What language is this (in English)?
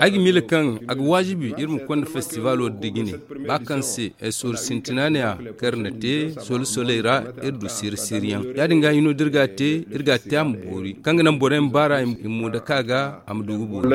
Zarma